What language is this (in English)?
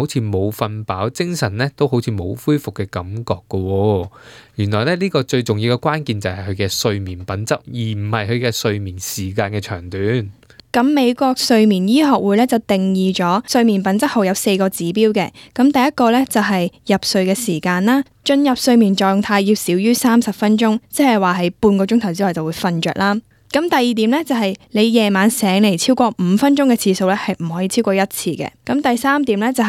Cantonese